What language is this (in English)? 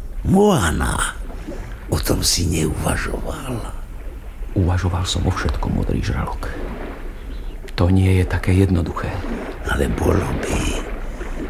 Slovak